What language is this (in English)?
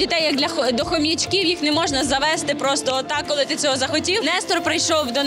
Ukrainian